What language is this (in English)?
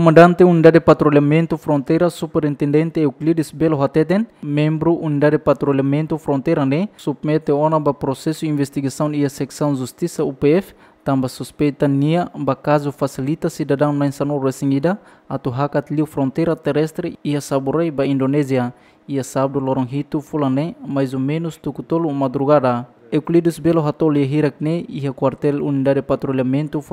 Tetum